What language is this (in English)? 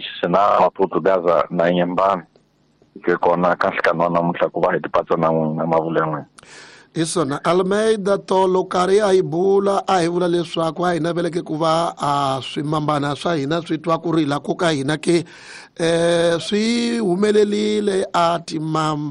Tsonga